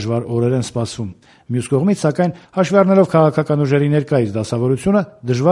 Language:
Armenian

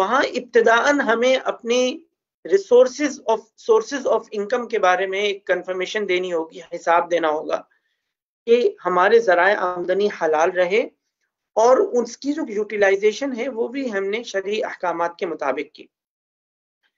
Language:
Urdu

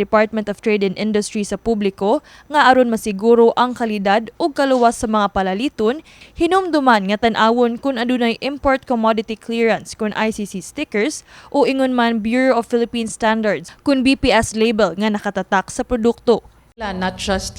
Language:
Cebuano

